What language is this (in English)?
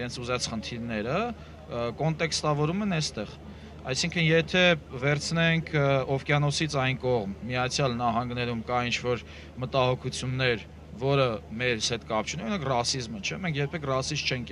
Armenian